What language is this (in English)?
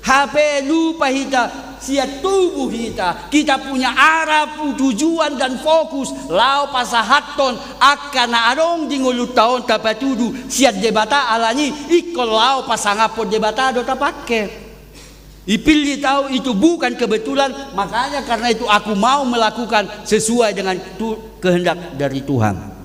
Batak Toba